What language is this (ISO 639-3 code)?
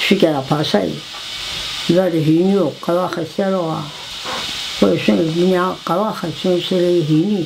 zza